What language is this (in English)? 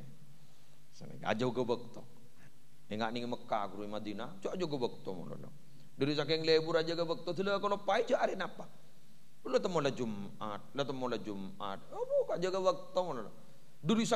Madurese